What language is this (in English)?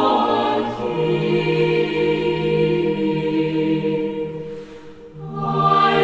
Aymara